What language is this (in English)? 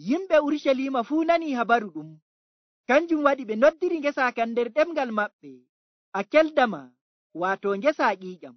Nigerian Fulfulde